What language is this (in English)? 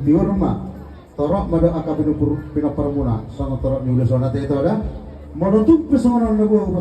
Batak Toba